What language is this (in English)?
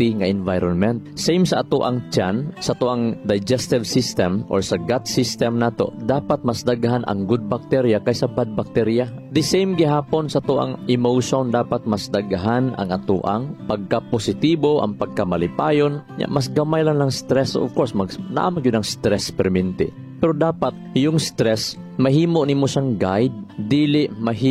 Cebuano